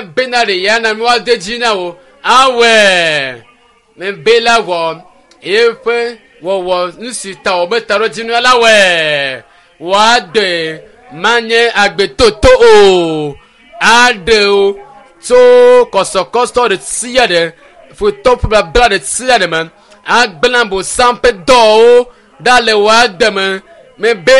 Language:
Ewe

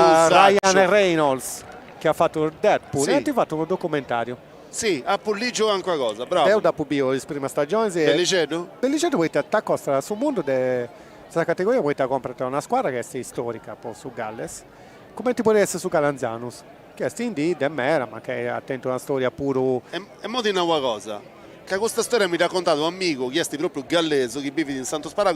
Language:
Sardinian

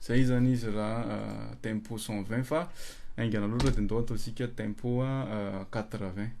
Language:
Malagasy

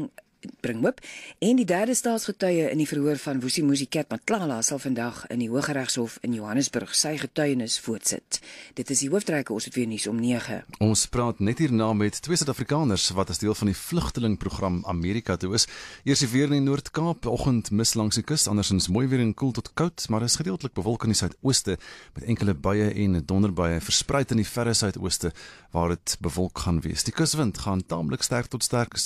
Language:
Afrikaans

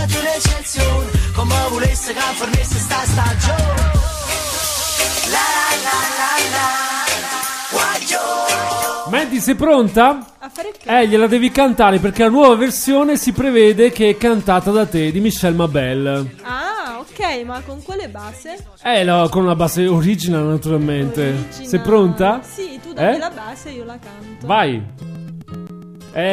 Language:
Italian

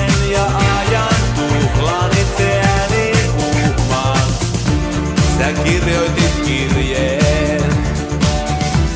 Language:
Finnish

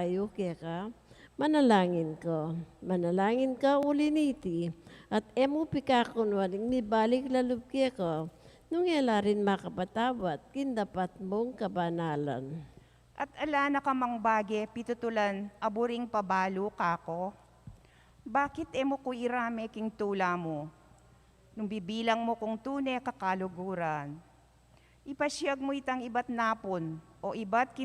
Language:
Pampanga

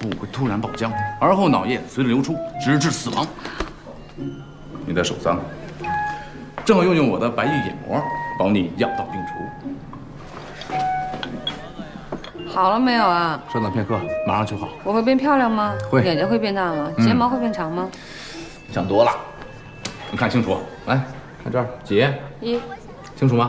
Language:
Chinese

